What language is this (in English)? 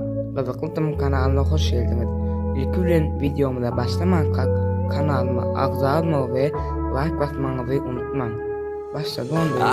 Turkmen